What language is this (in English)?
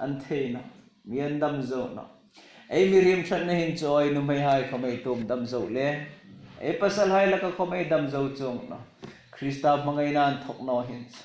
Hmar